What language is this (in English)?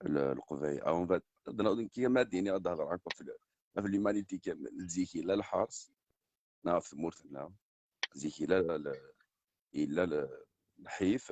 Kabyle